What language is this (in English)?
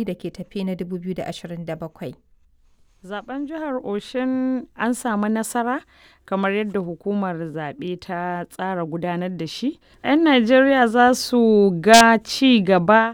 Hausa